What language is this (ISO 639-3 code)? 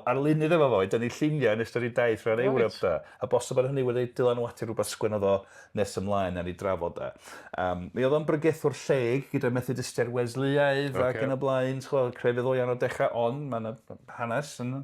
cym